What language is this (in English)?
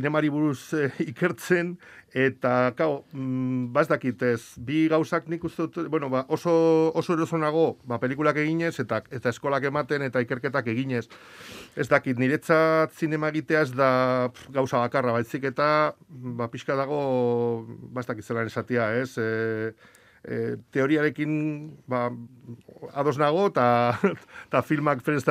Basque